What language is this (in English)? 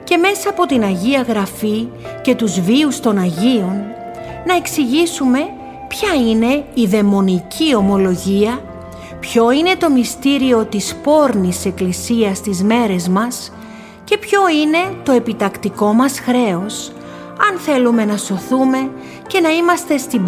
Greek